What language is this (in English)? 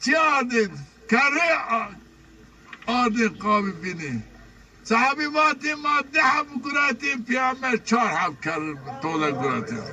Zaza